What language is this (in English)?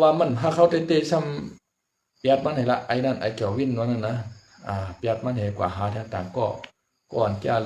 Shan